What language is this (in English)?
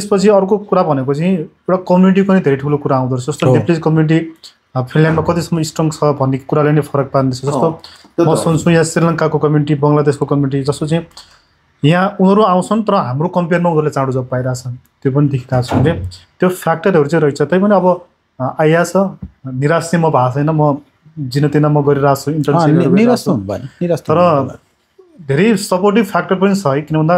Nepali